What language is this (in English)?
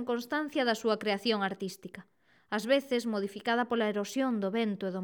Galician